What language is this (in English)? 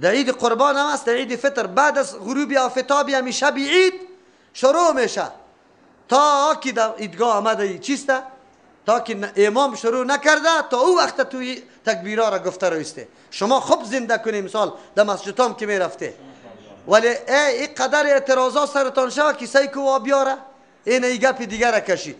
Persian